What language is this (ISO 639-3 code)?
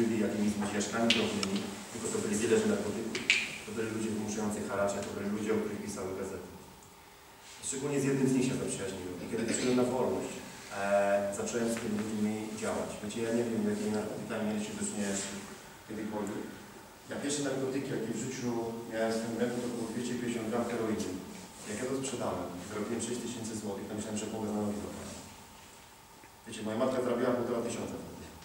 pol